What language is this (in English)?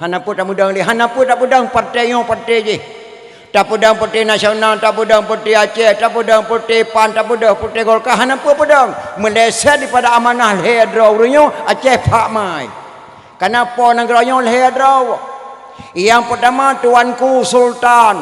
Achinese